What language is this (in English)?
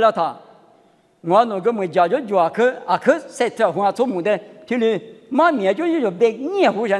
Lisu